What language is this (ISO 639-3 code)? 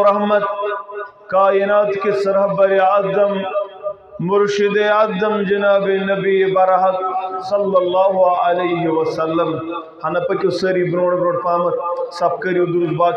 kas